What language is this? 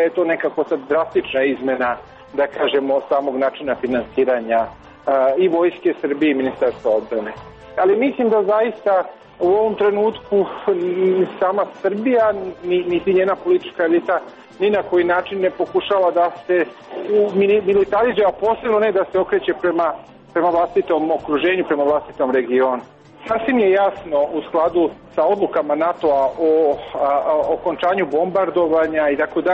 Serbian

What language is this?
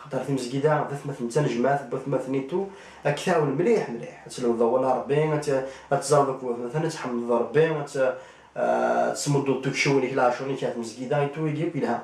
Kabyle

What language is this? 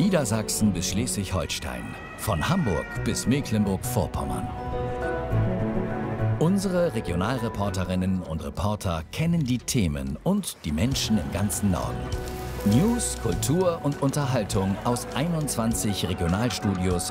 German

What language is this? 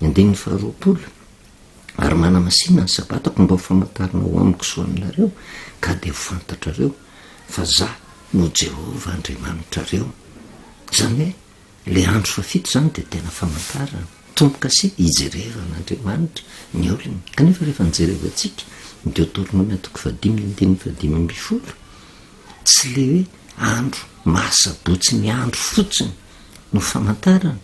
Malagasy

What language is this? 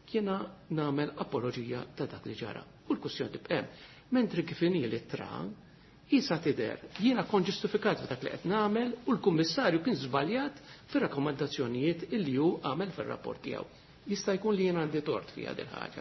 Maltese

